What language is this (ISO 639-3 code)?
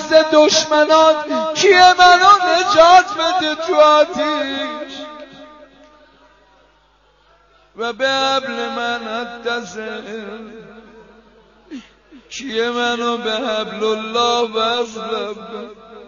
fas